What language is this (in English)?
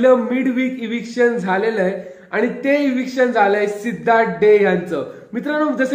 Marathi